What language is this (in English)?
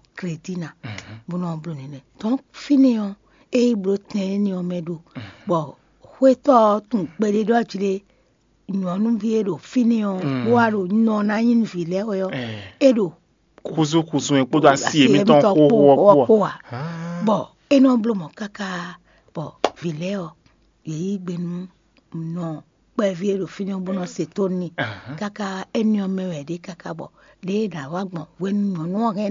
Fon